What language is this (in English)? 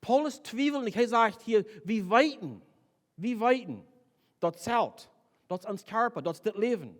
Plautdietsch